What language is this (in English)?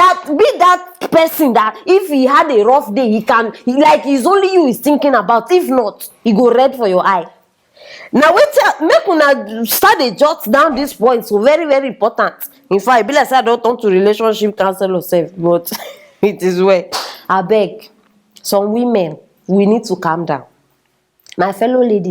Nigerian Pidgin